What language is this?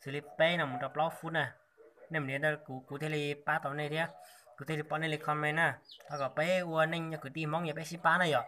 Hmong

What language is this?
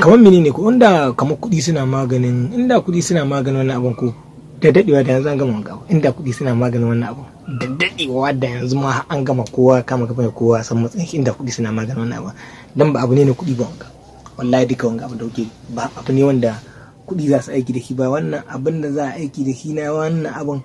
Hausa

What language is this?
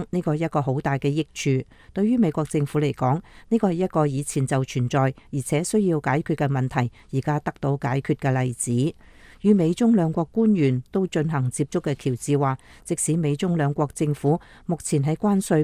Cantonese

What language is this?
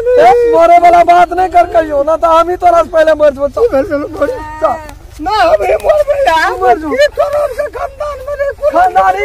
Maithili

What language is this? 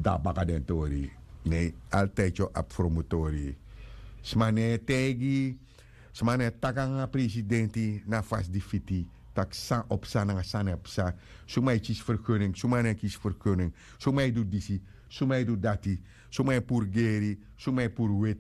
Sranan Tongo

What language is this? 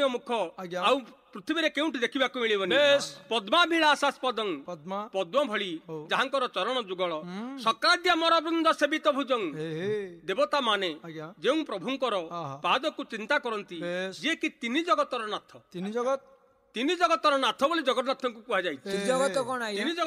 Odia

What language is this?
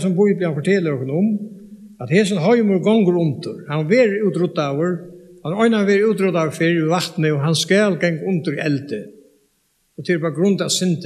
Faroese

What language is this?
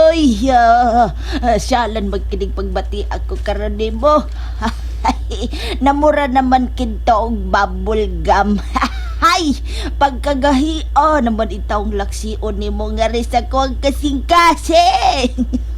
Cebuano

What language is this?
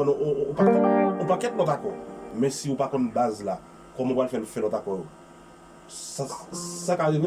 Haitian Creole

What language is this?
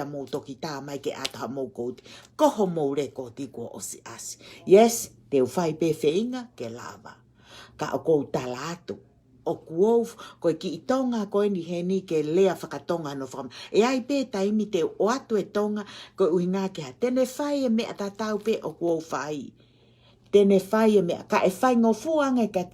Tongan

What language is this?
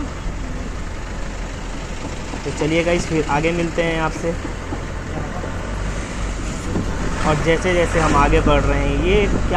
Hindi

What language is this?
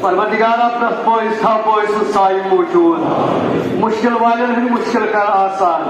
Kashmiri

